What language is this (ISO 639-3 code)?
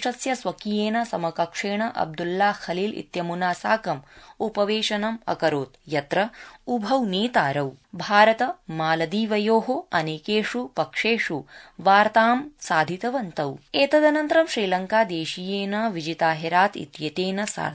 san